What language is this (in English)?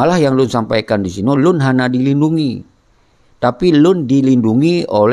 Achinese